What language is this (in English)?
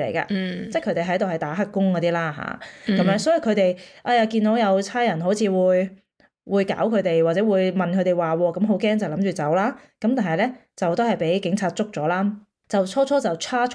Cantonese